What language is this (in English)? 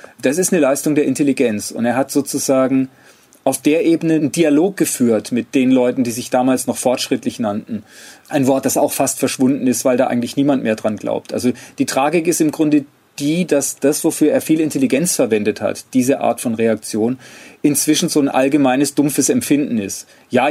German